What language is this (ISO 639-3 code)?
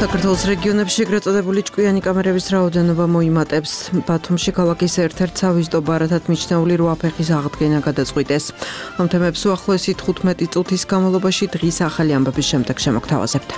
kat